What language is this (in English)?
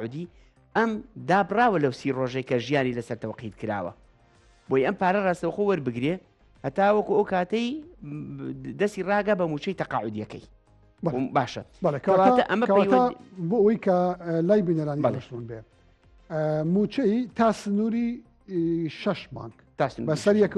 Central Kurdish